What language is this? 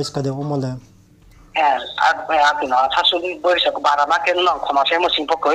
Riang (India)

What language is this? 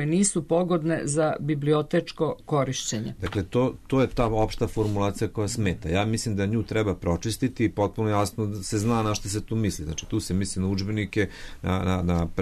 Serbian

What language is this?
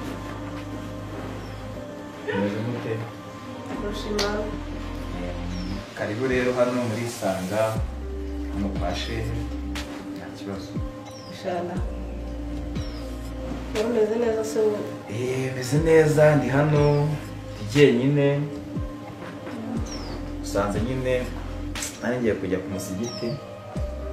Kinyarwanda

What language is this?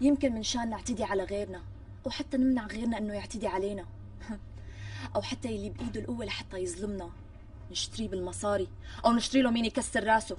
North Levantine Arabic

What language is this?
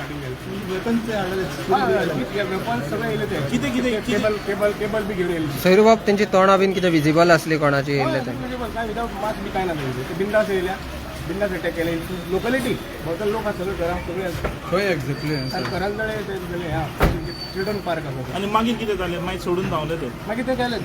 Konkani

